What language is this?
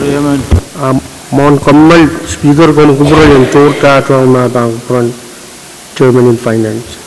Pohnpeian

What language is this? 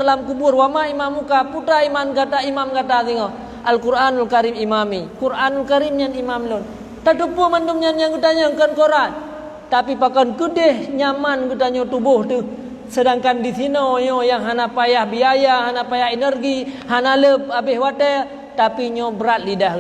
Achinese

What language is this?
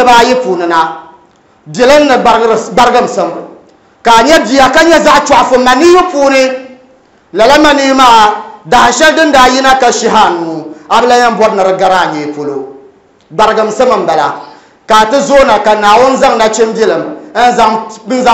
Dagbani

